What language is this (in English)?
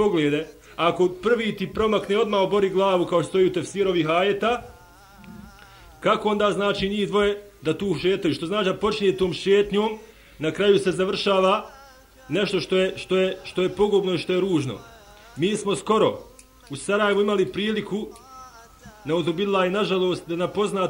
Bosnian